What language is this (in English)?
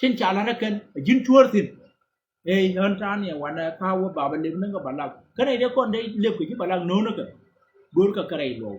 Nuer